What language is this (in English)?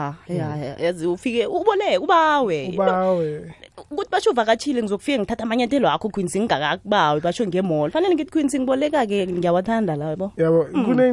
South Ndebele